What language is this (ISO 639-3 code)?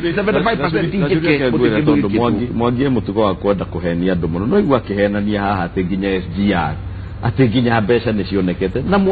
kik